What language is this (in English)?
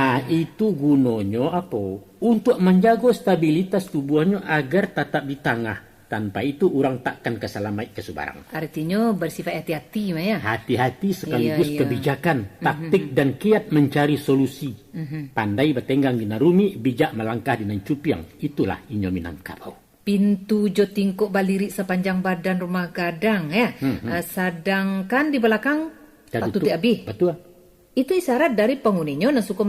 Minangkabau